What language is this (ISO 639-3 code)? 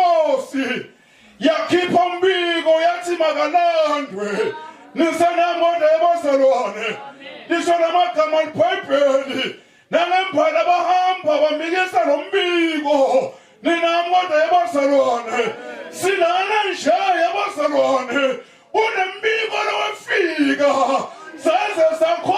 zul